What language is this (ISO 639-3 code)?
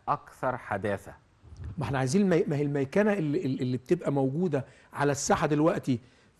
arz